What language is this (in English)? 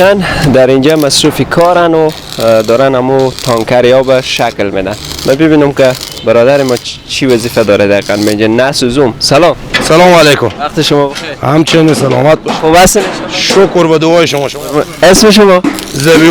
Persian